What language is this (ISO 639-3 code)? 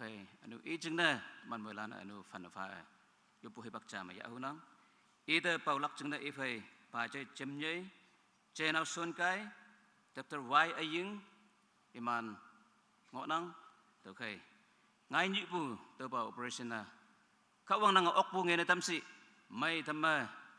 nag